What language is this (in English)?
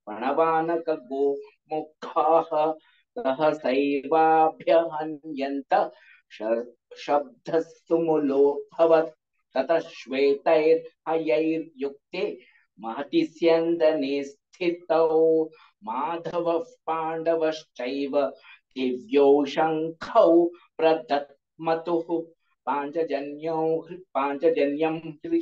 Sanskrit